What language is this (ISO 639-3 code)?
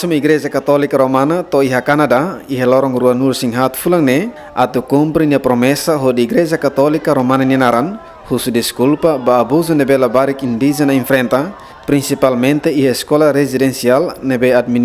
tet